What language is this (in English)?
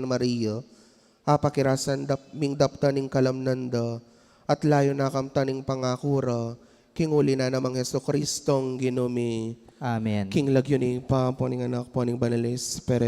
Pampanga